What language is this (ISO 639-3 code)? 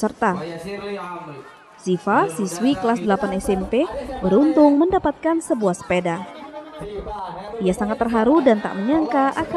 ind